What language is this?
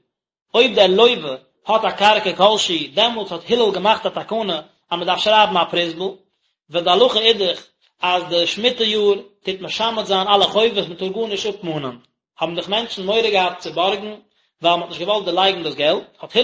Yiddish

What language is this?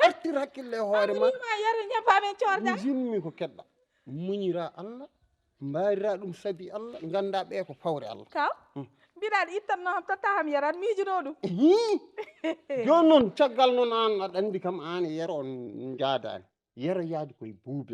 Fula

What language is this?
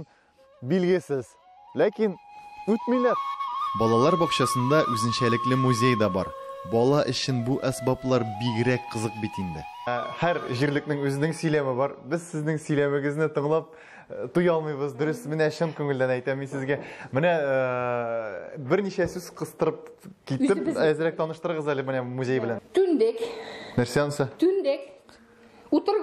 Tatar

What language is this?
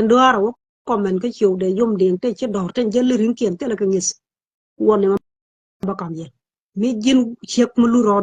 Nuer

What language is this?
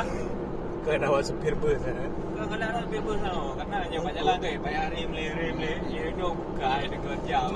Achinese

